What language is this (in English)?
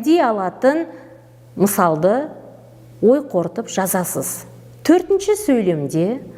Kazakh